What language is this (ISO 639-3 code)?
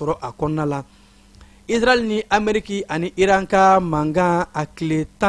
bam